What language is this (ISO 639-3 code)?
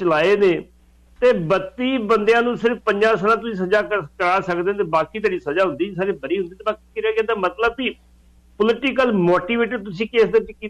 pan